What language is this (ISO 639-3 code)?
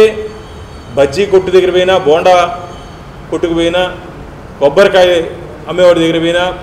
tel